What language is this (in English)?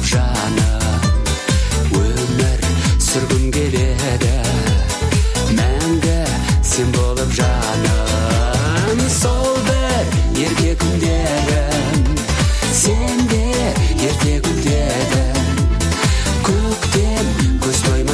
Kazakh